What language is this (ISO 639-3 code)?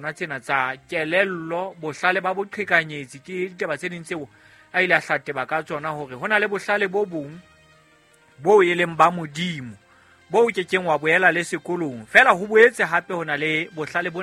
sot